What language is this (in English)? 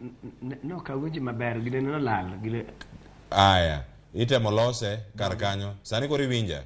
Luo (Kenya and Tanzania)